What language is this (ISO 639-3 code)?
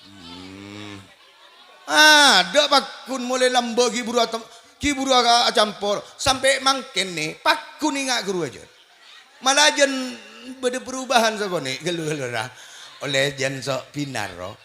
mad